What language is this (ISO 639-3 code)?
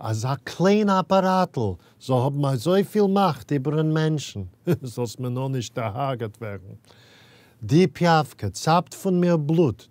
yid